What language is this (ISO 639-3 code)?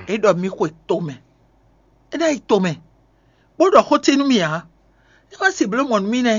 fon